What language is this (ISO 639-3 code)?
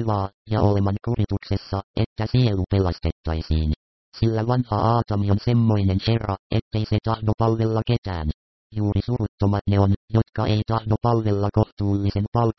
fin